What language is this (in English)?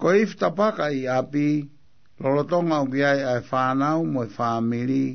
Tongan